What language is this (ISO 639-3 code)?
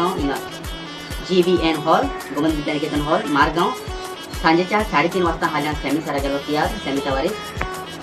kok